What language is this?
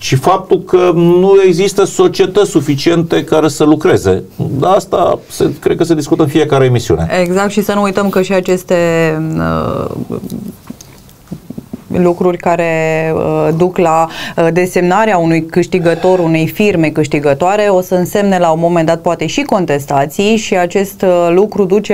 Romanian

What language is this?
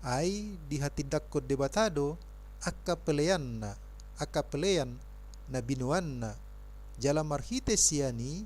Batak Toba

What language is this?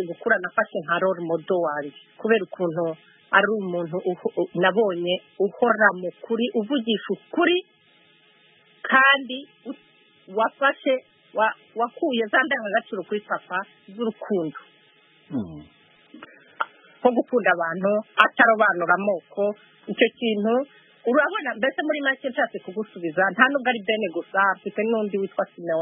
Kinyarwanda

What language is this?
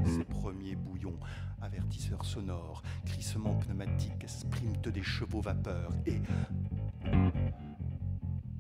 French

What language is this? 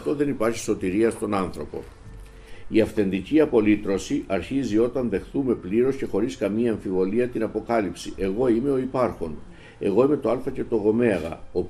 Greek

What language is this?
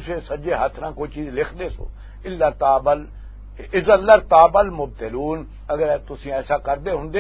Western Panjabi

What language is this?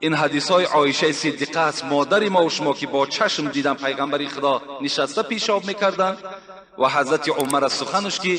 Tajik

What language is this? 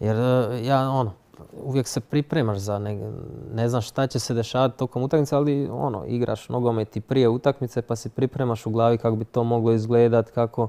Croatian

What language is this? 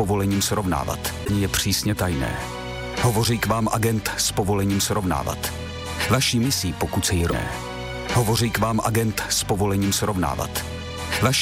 Czech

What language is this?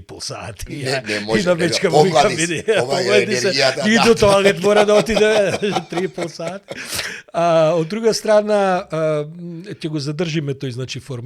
Macedonian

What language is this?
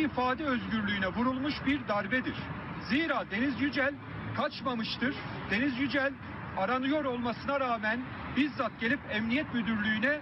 Crimean Tatar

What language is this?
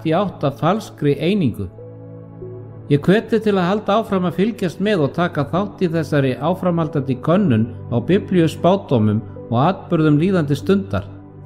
Icelandic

